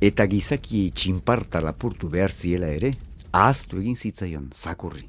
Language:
Basque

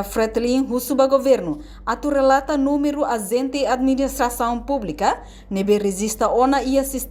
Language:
Tetum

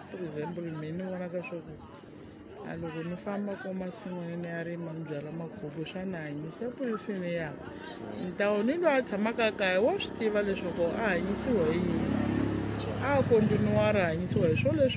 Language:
Tsonga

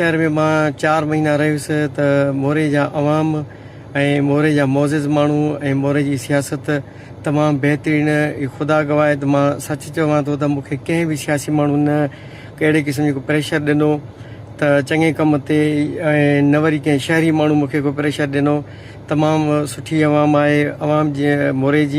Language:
Sindhi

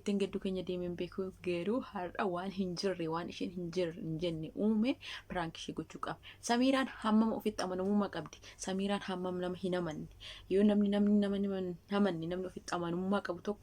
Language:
Oromo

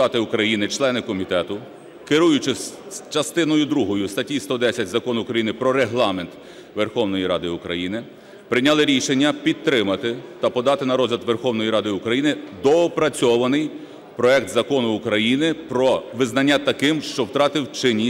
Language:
Ukrainian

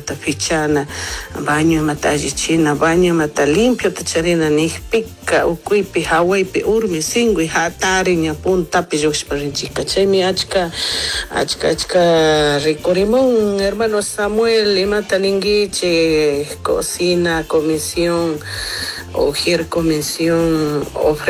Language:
Chimborazo Highland Quichua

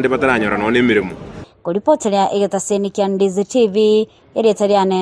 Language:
Gusii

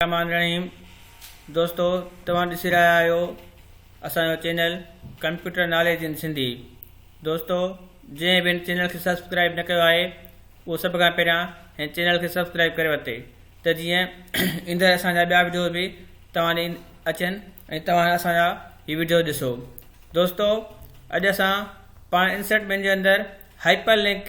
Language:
Sindhi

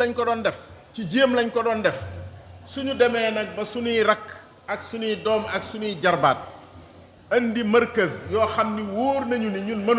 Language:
Wolof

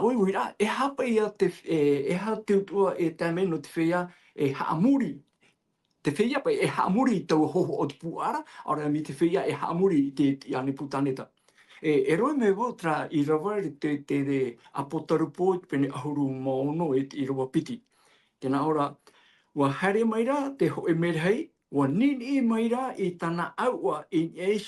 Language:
Tahitian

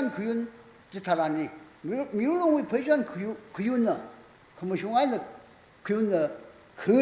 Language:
Tangkhul Naga (India)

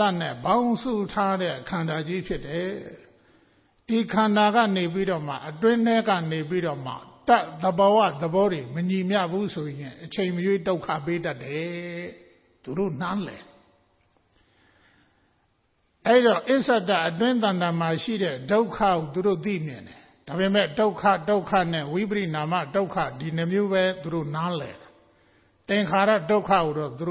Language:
Burmese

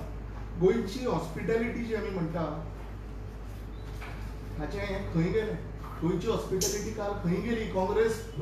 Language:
Konkani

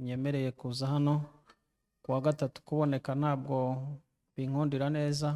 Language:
Kinyarwanda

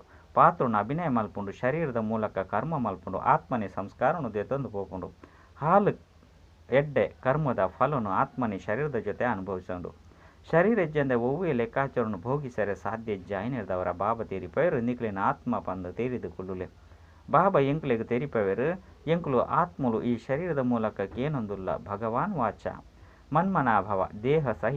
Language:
Tulu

